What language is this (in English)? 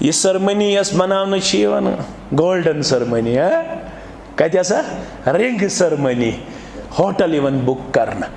Kashmiri